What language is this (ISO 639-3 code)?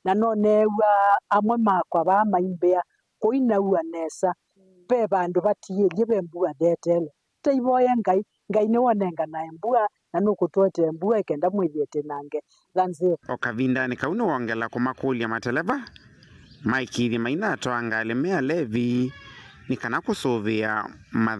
kam